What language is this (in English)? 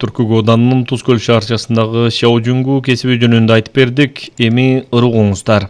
Kyrgyz